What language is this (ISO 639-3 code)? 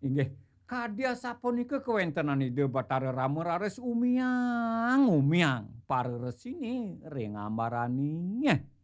ban